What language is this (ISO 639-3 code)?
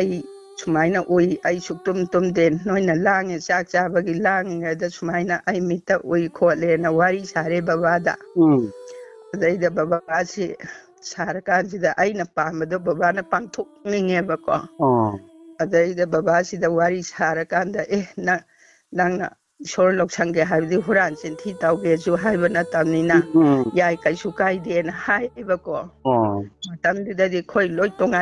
mni